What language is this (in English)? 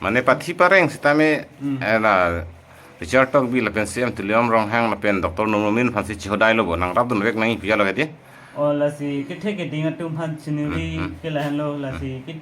Karbi